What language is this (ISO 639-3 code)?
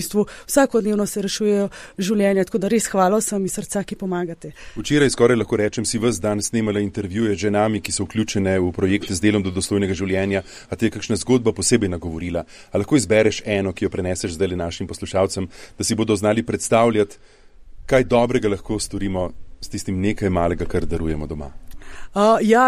slv